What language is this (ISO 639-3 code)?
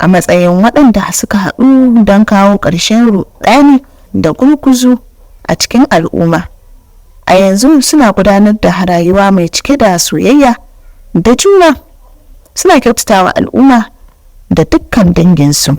hau